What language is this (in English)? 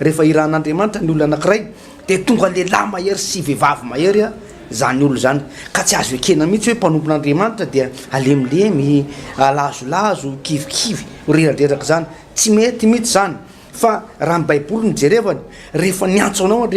Malagasy